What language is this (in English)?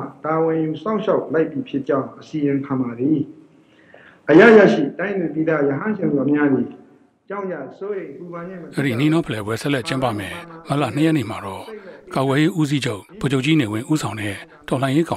Burmese